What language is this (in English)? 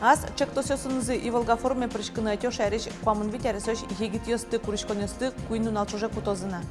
Udmurt